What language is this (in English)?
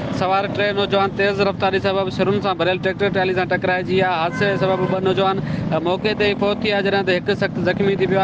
Sindhi